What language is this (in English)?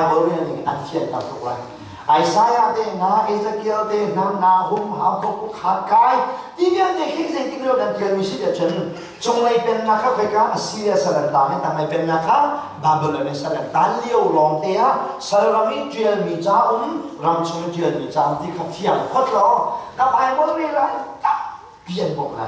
Hakha Chin